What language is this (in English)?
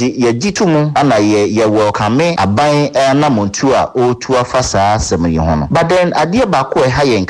Akan